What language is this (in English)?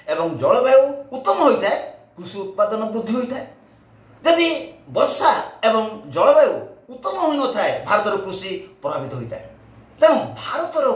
Odia